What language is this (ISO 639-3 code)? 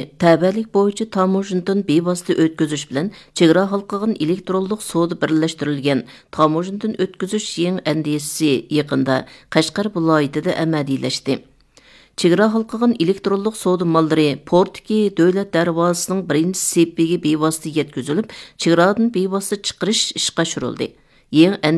uig